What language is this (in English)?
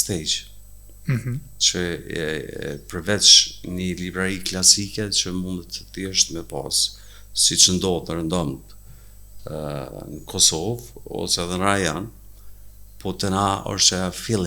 Albanian